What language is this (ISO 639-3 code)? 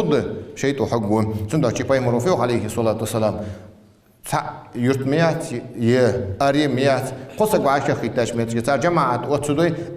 inh